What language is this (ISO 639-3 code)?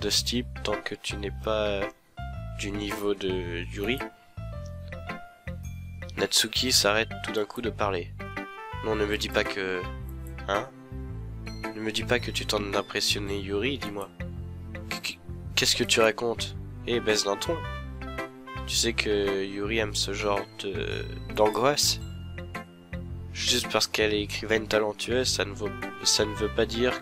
fra